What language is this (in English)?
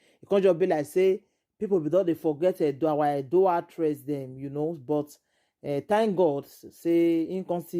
Nigerian Pidgin